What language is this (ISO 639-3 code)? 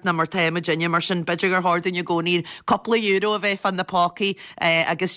gle